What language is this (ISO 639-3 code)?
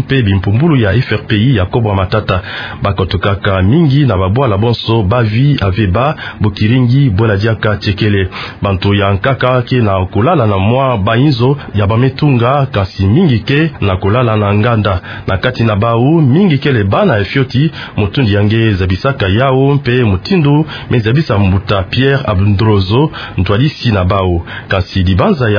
ktu